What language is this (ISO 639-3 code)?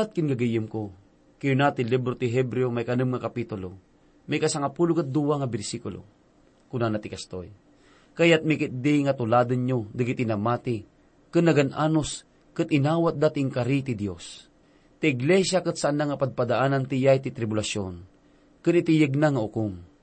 ilo